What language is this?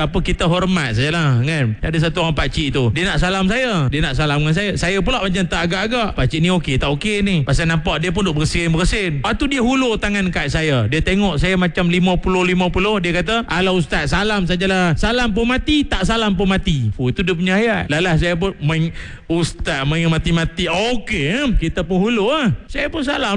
Malay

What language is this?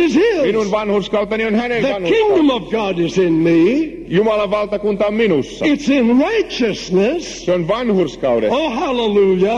Finnish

